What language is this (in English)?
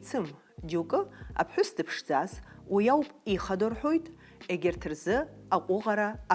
Abkhazian